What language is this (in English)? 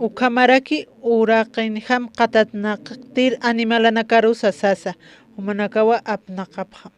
Aymara